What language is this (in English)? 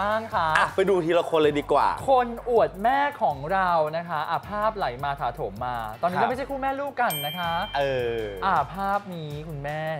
Thai